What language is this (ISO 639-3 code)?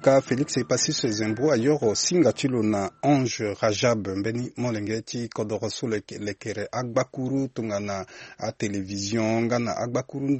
sag